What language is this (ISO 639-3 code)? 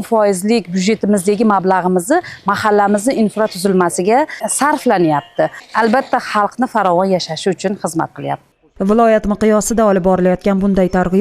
uzb